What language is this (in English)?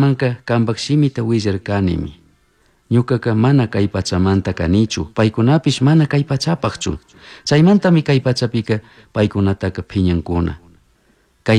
Chimborazo Highland Quichua